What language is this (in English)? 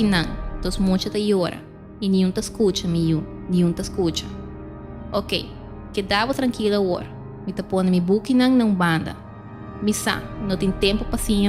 Papiamento